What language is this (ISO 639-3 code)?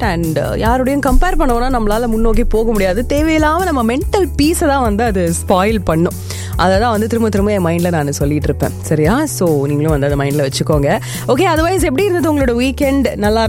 tam